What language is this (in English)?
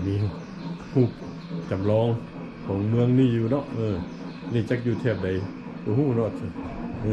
Lao